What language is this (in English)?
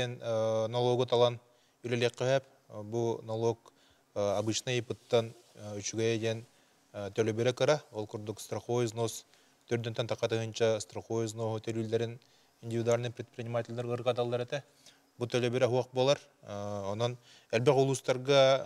Yakut